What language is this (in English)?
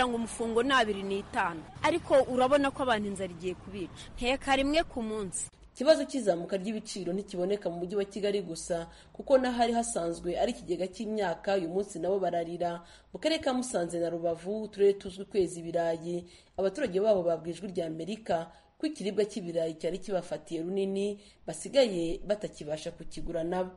Kinyarwanda